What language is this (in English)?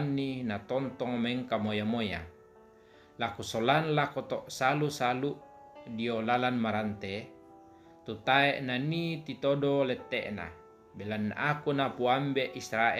Toraja-Sa'dan